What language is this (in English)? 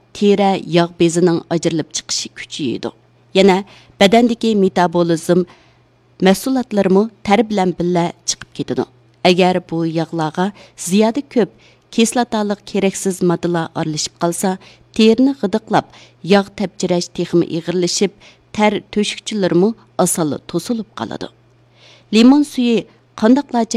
Uyghur